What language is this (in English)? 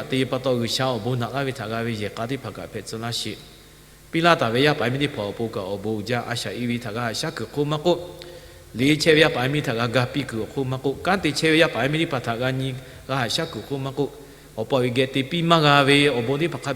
Lahu